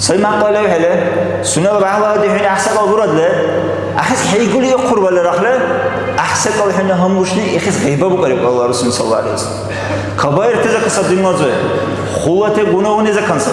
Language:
Dargwa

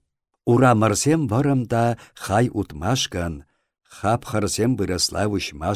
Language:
Chuvash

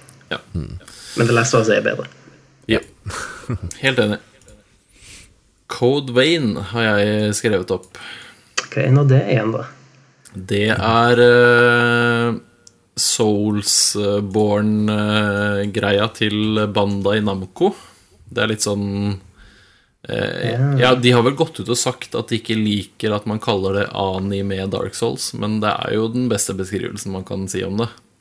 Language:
Norwegian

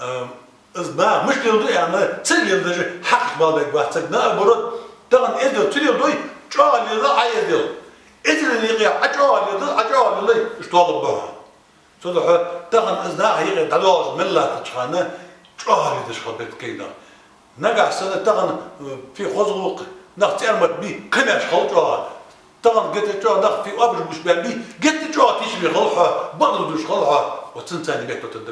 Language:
Ingush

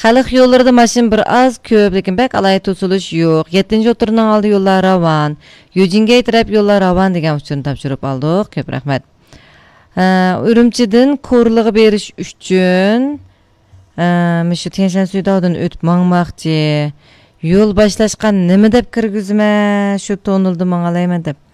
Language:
Uyghur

